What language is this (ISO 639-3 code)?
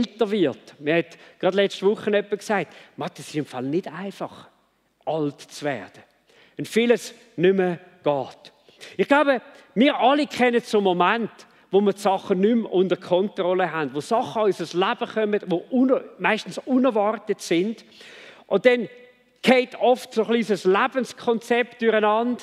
gsw